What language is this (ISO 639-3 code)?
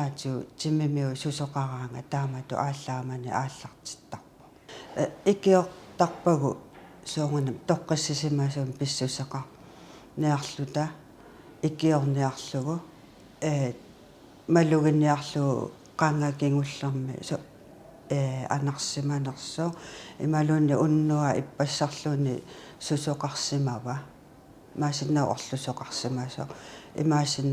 kal